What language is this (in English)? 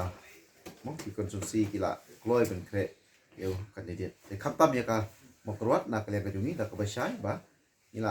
Khasi